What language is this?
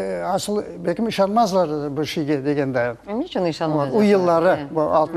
Crimean Tatar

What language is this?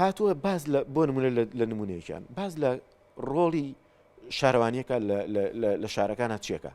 Central Kurdish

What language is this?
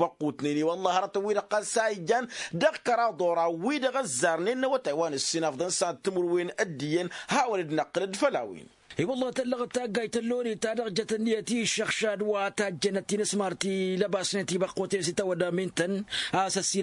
Tamasheq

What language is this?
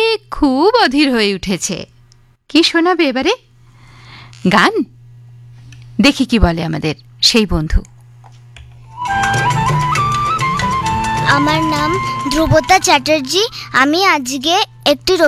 Bangla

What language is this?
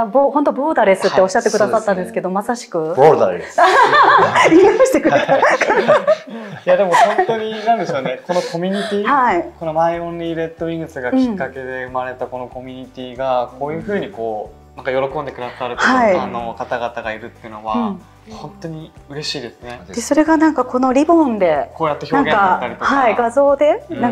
Japanese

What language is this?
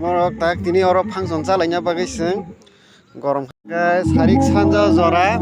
Kok Borok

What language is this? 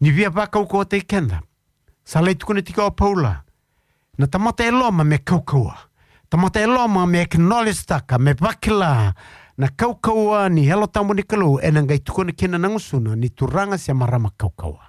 Fijian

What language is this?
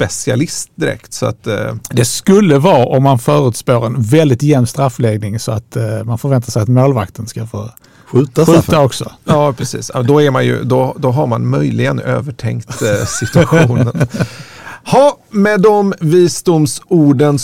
Swedish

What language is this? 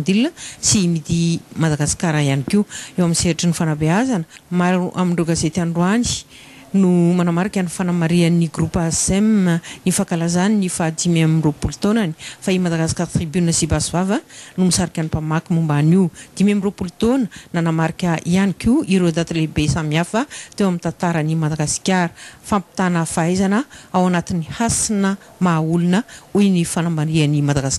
Malagasy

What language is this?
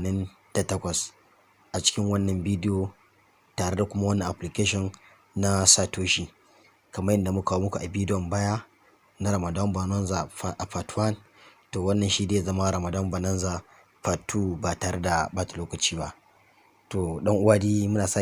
Hausa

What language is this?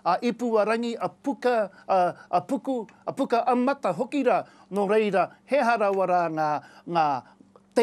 Māori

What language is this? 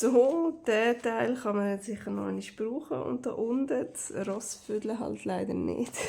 Swiss German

